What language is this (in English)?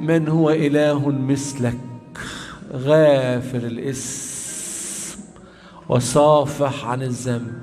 Egyptian Arabic